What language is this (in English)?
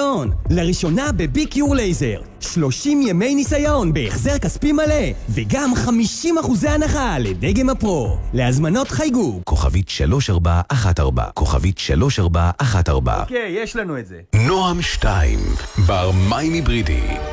Hebrew